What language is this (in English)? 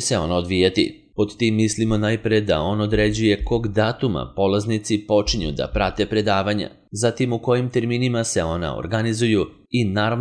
Serbian